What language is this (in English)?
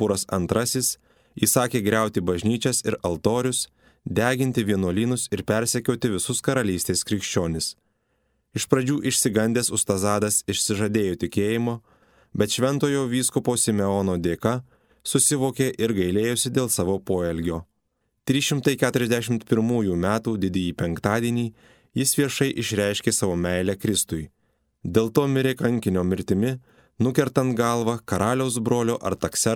Lithuanian